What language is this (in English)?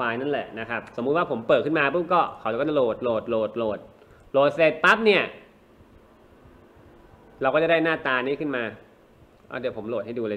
Thai